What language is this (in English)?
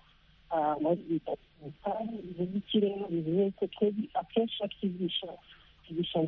Kinyarwanda